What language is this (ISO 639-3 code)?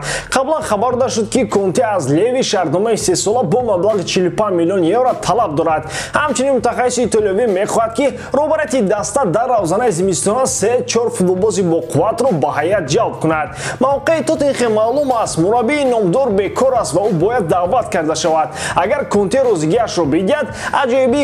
tgk